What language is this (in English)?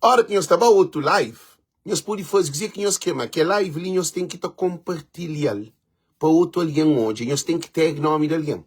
Kabuverdianu